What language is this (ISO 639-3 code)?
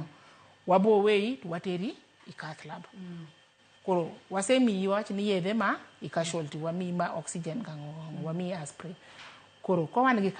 luo